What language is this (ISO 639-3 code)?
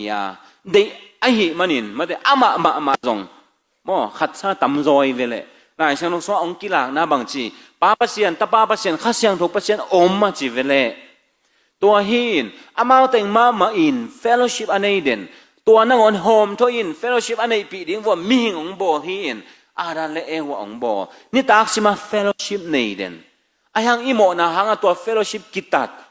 ctd